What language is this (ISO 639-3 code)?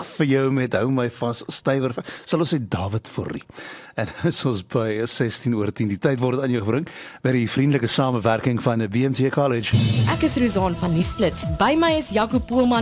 afr